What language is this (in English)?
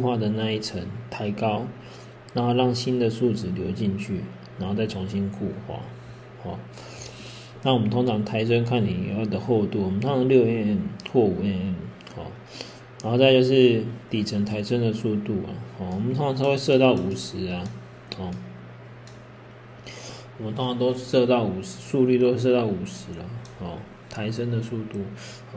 Chinese